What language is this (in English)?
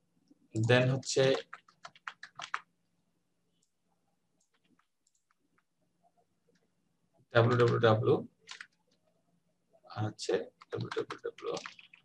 Bangla